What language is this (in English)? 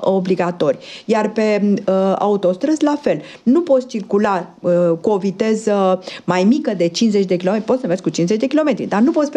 Romanian